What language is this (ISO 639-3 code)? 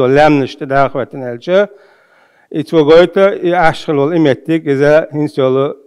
che